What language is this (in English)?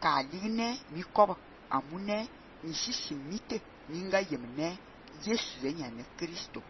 Fang